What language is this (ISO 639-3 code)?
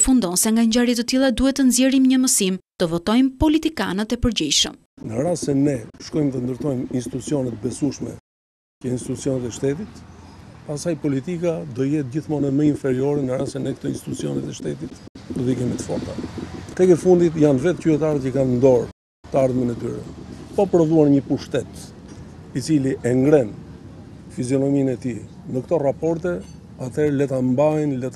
sqi